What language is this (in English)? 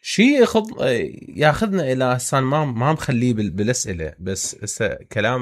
Mesopotamian Arabic